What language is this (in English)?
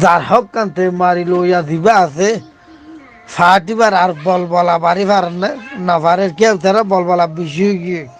Rohingya